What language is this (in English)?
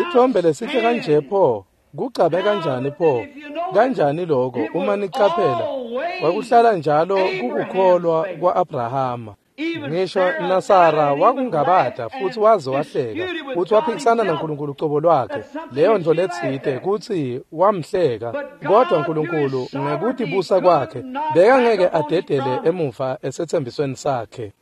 Swati